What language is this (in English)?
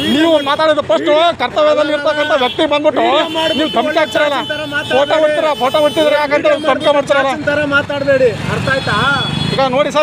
Kannada